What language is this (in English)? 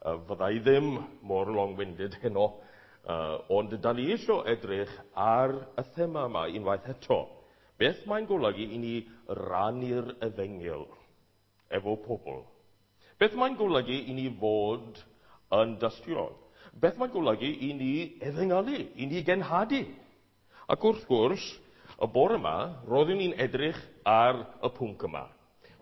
Welsh